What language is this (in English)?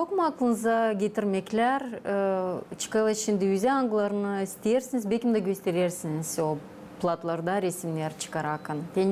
Gagauz